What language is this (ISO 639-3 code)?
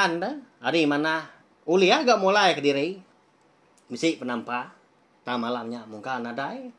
iba